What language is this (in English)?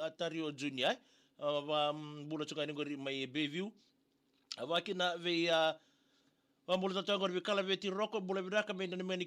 Fijian